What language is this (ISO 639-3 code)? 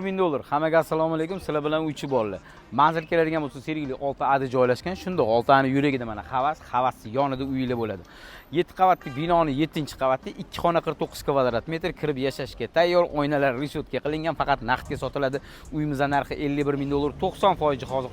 uzb